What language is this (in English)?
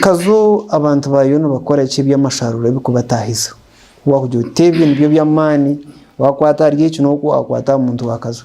Nyankole